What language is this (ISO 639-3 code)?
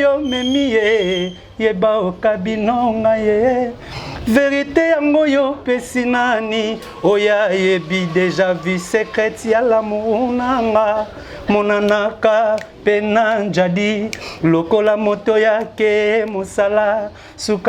lin